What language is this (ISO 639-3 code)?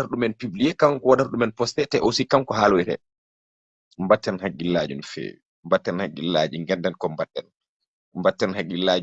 ful